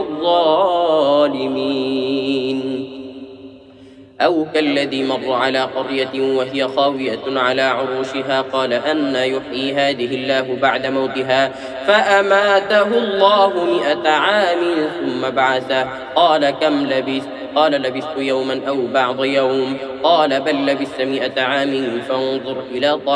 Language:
Arabic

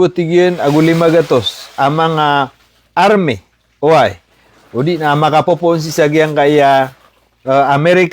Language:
Maranao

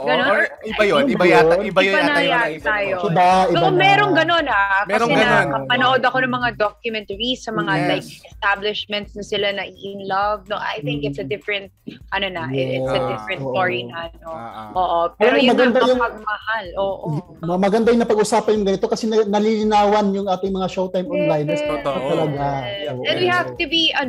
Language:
Filipino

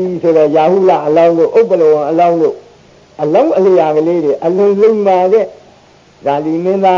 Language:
Burmese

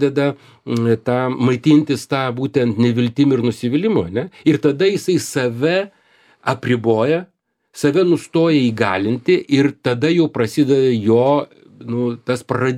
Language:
Lithuanian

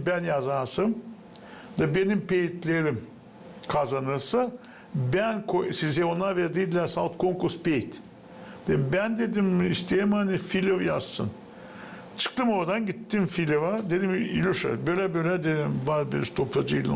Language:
Gagauz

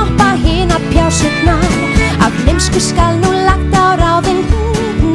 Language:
Icelandic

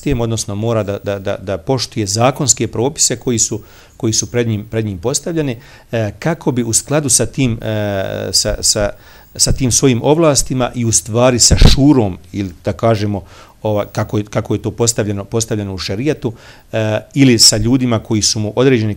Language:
Bosnian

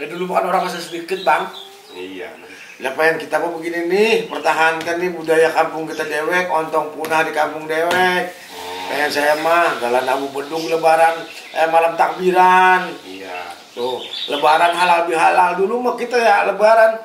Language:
Betawi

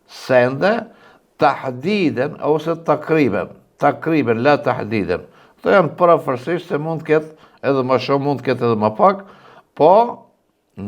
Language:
Albanian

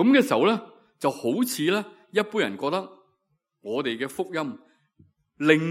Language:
Cantonese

